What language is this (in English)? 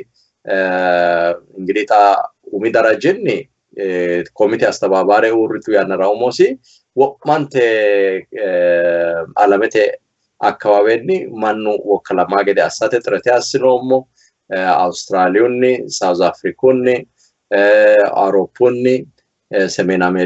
Sidamo